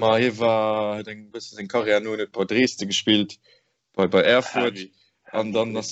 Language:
Luxembourgish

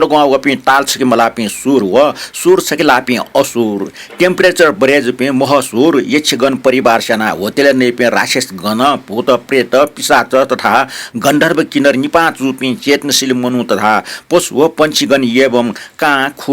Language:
Newari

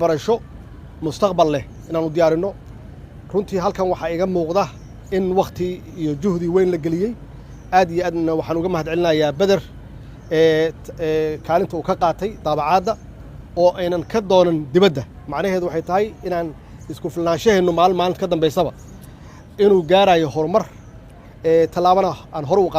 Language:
Somali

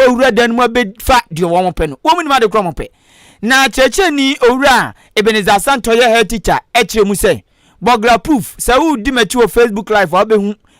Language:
Akan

